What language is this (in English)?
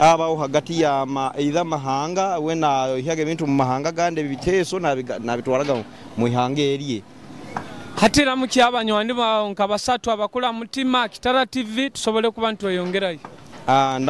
Nyoro